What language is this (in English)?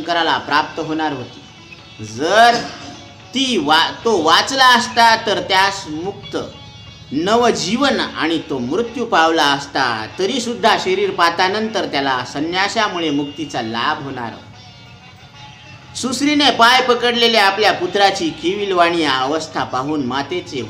Marathi